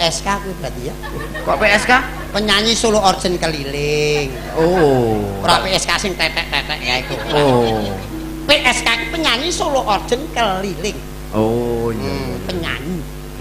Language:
Javanese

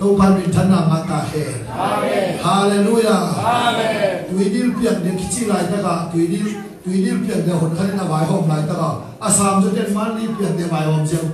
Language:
Tedim Chin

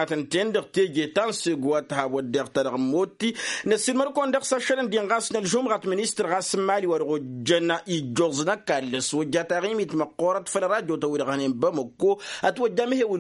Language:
Tamasheq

